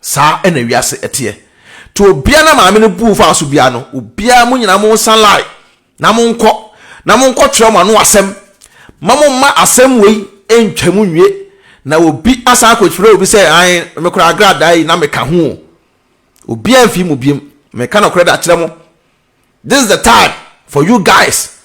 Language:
Akan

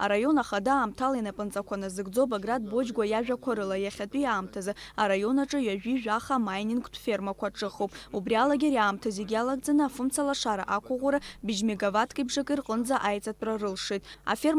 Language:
Abkhazian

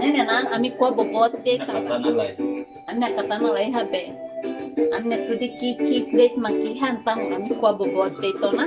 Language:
Tetum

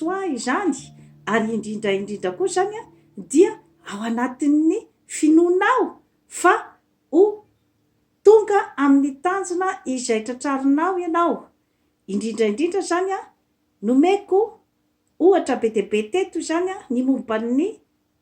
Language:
Malagasy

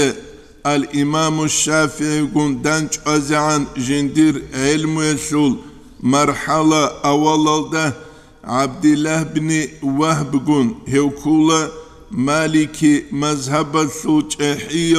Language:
Avaric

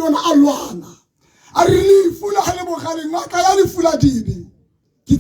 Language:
Tswana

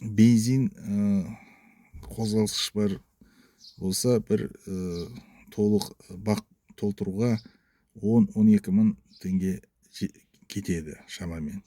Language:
Kazakh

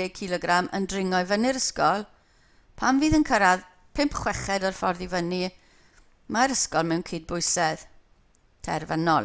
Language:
Welsh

